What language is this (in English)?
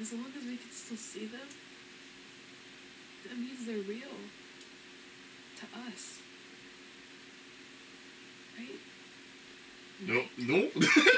French